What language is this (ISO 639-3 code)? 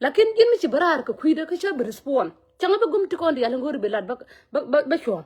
nus